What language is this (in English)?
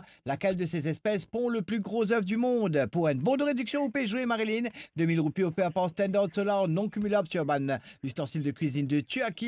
Morisyen